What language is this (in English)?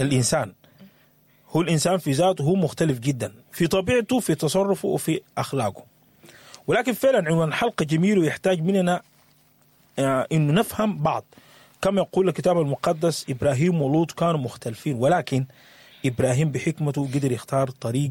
Sudanese Arabic